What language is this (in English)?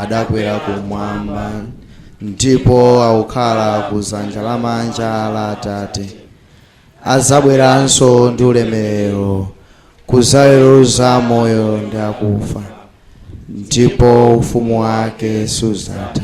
Nyanja